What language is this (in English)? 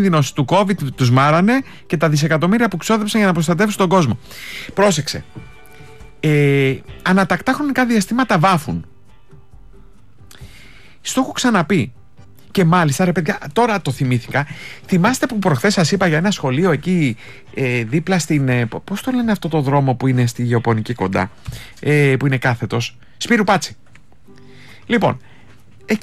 Greek